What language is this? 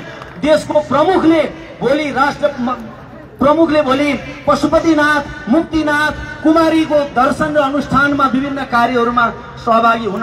Nepali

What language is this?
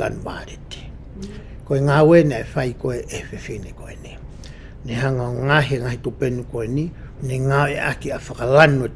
Tongan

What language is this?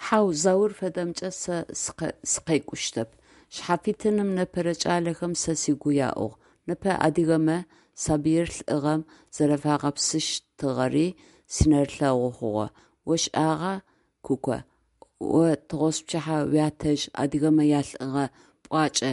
Adyghe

